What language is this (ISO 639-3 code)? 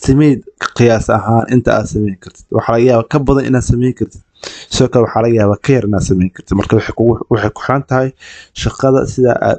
som